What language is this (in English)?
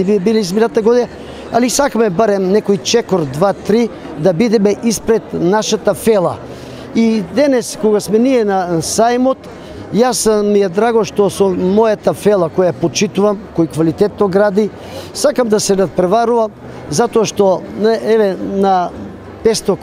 Macedonian